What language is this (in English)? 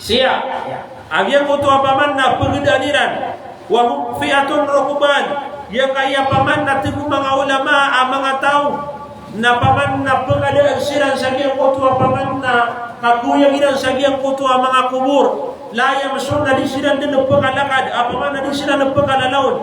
Maranao